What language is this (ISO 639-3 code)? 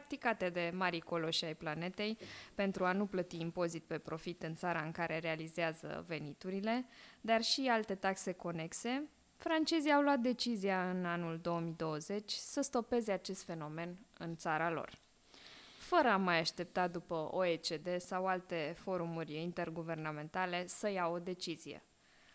ron